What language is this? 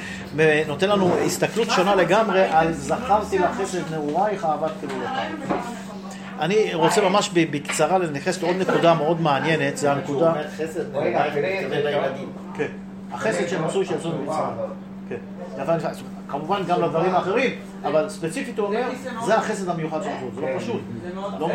Hebrew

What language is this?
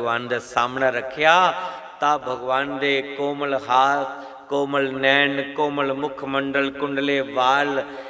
Dogri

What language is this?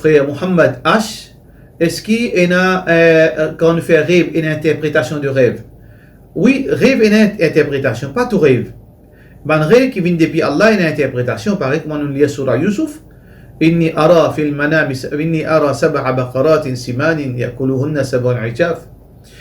Morisyen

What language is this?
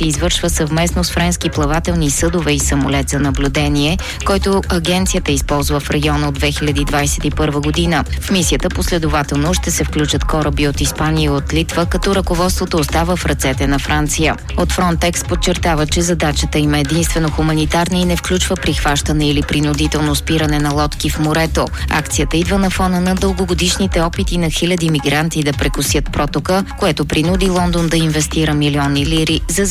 Bulgarian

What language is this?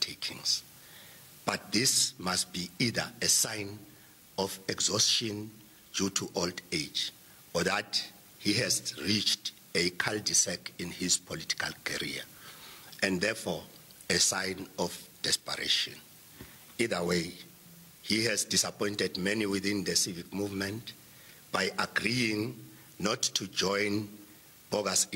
English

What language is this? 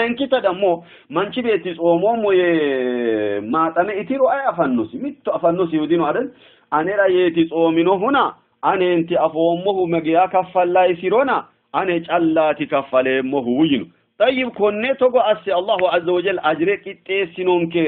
Sidamo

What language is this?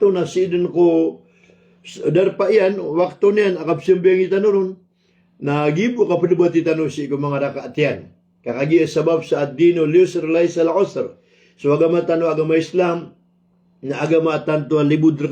Maranao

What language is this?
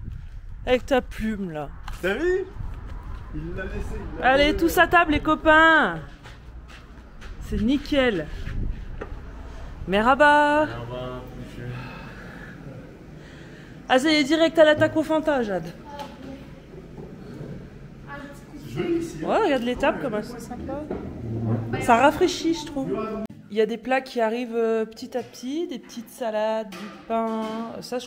French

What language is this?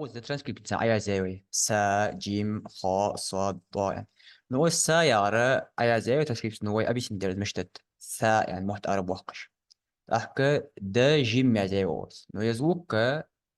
Ingush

